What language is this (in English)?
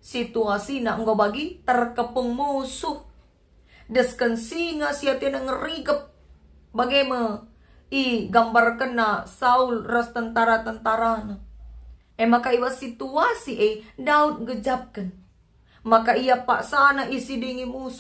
Batak Karo